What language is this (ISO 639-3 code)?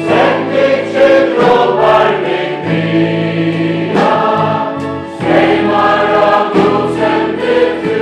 fao